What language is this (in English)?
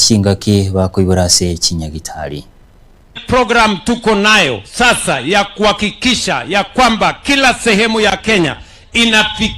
Gusii